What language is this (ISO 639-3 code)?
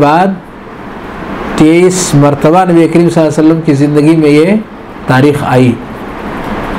urd